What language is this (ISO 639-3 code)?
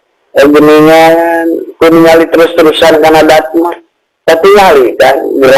sun